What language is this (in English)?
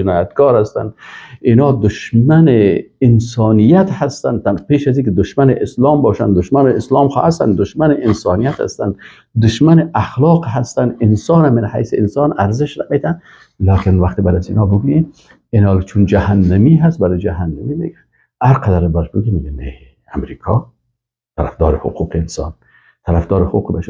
Persian